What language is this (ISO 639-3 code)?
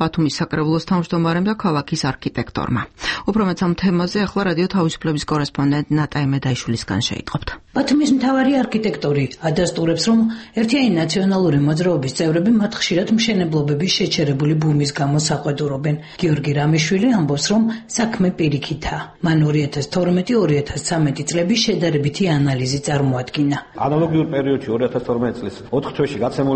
kat